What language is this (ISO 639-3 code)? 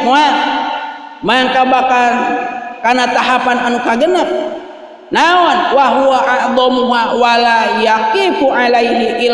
sun